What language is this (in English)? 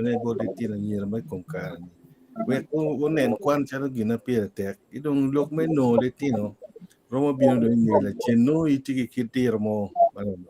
Acoli